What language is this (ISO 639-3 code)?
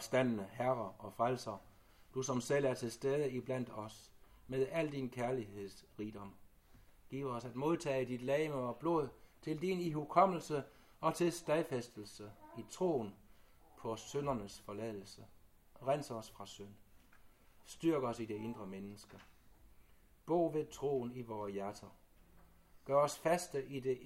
dan